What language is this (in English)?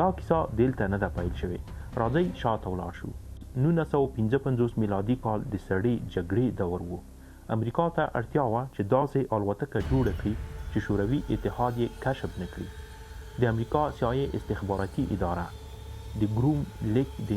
Pashto